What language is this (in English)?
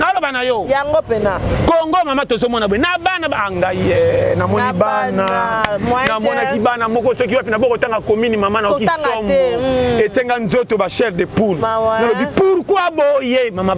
Lingala